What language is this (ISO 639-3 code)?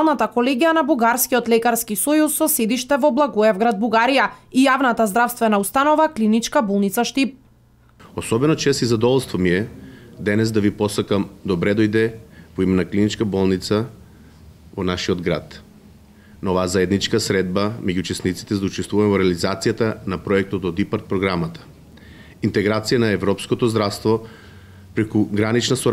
mkd